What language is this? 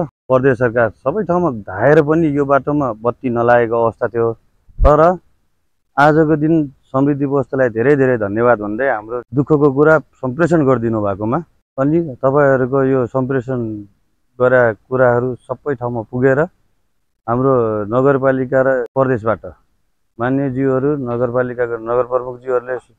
Nepali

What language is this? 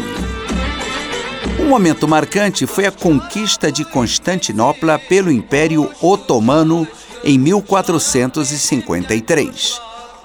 Portuguese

